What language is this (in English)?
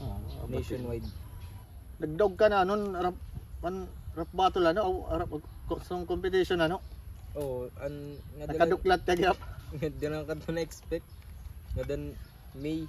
Waray